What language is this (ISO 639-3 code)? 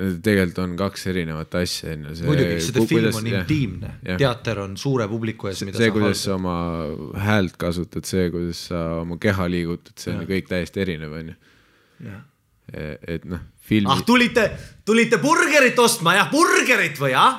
est